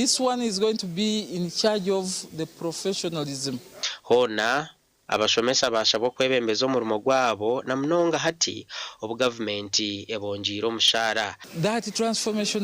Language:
Nyankole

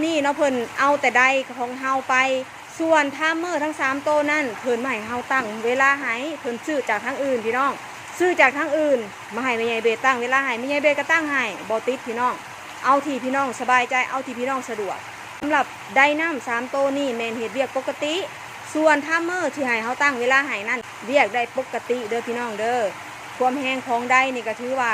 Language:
Northeastern Thai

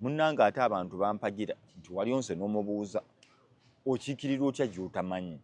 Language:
Ganda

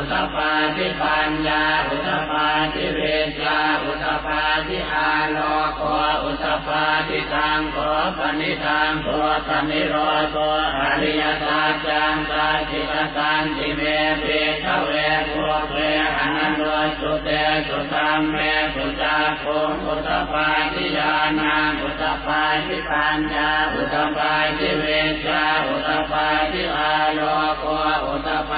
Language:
Pali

